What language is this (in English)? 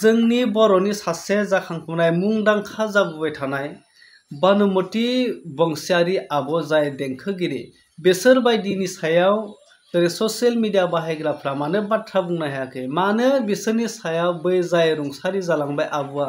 Bodo